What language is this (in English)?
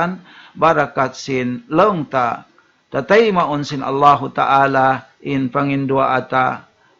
Tausug